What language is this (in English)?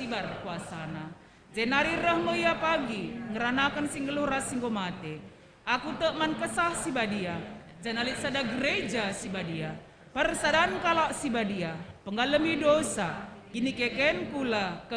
Batak Karo